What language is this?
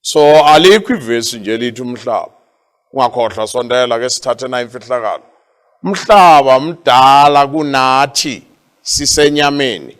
Zulu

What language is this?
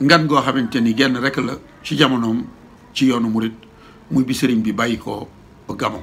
Wolof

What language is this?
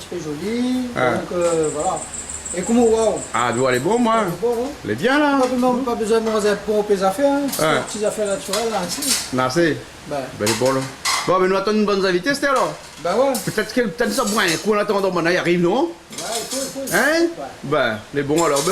Réunion Creole French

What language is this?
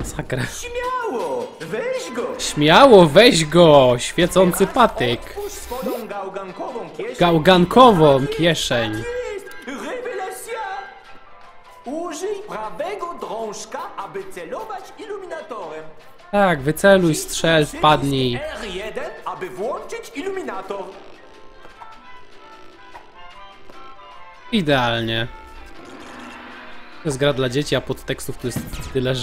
Polish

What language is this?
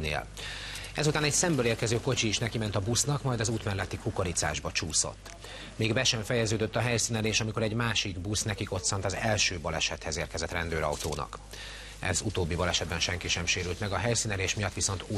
Hungarian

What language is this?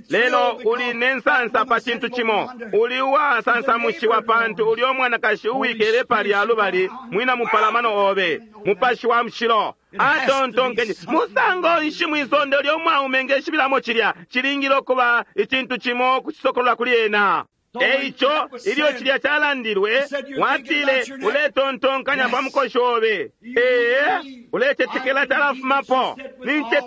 Bemba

